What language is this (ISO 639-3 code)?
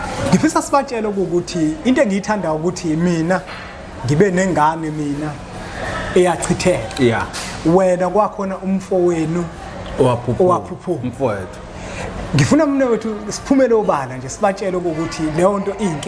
zul